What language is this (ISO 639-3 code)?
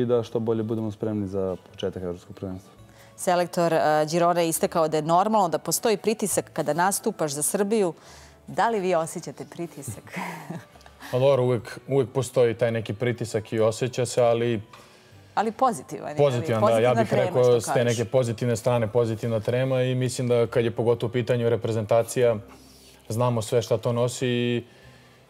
srp